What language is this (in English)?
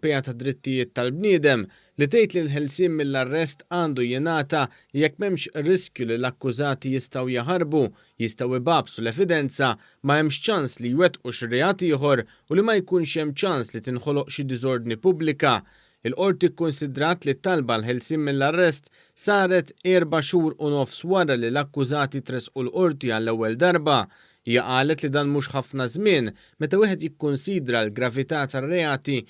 Maltese